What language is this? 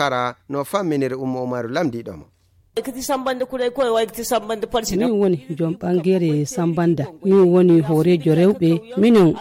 Nigerian Fulfulde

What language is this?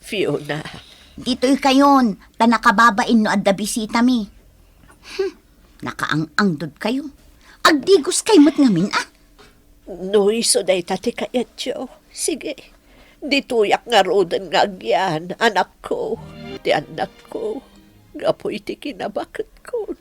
Iloko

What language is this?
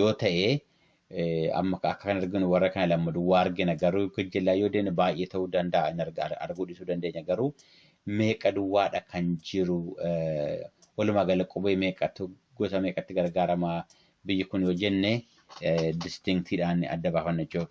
Oromo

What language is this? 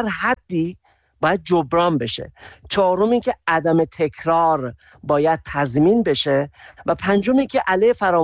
Persian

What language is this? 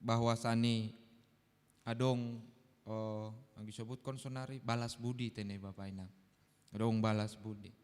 Batak Simalungun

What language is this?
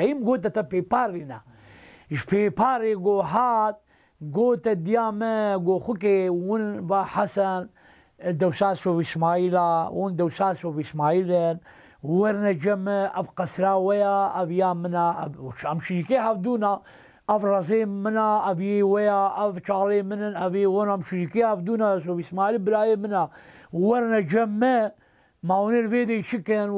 Kurdish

